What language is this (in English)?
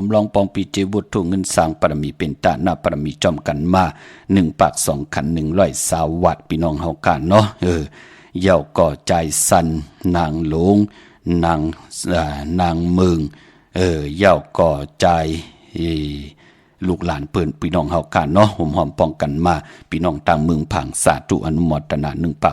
Shan